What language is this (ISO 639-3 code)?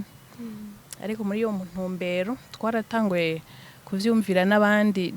run